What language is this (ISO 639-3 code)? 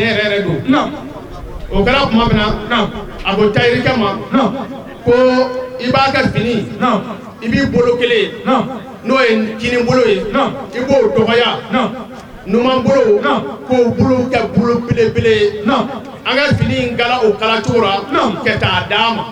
bam